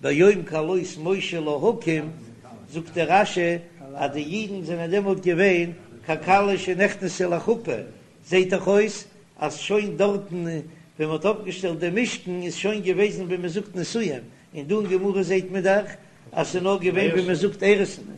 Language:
Yiddish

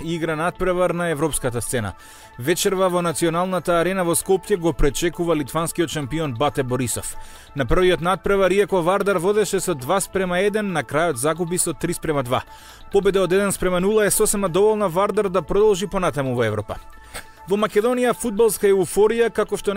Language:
Macedonian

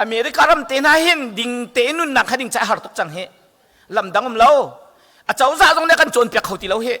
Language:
Hakha Chin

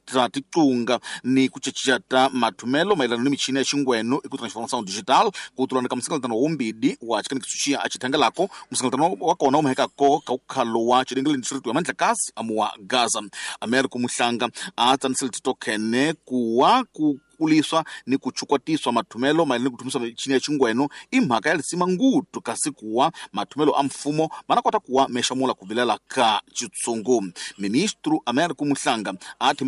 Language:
Tsonga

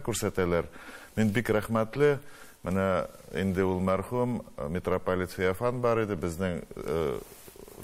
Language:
Tatar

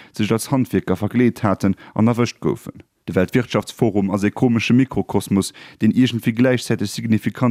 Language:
Luxembourgish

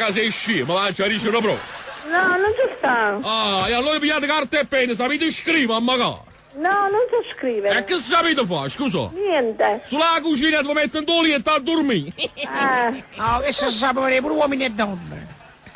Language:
Neapolitan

